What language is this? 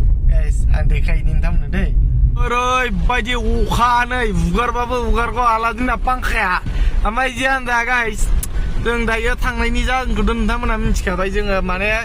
Bodo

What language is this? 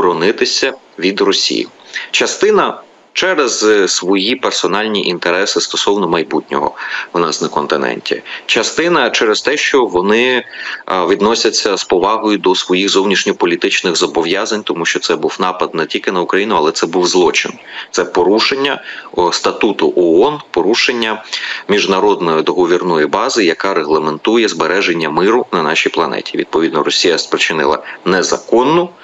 Ukrainian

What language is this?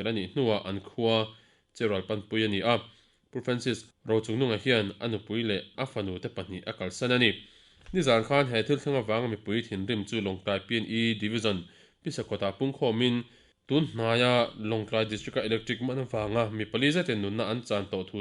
Mizo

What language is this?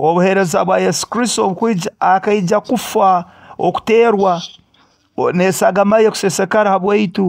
Nyoro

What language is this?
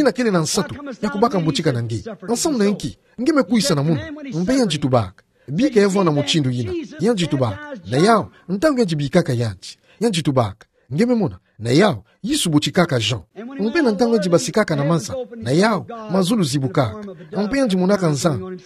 Kituba (Democratic Republic of Congo)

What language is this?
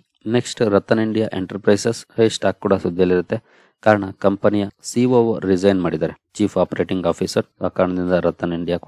Kannada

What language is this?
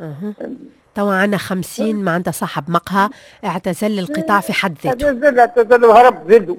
Tunisian Arabic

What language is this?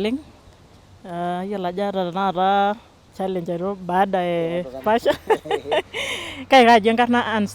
Masai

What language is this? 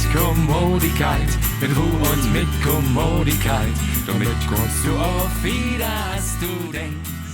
Low German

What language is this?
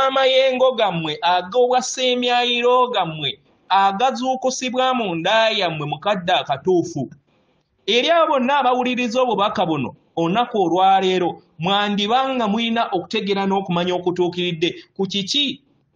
Ganda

